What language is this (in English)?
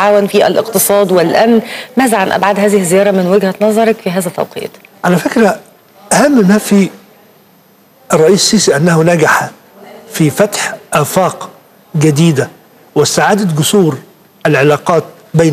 Arabic